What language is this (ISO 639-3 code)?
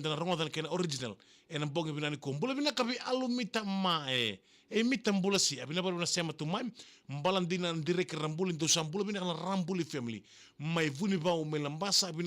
fij